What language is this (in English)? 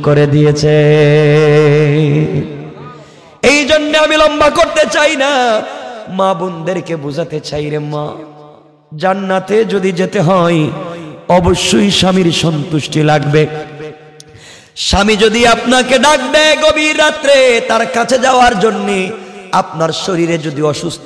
Bangla